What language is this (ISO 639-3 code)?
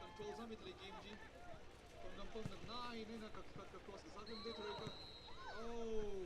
nmf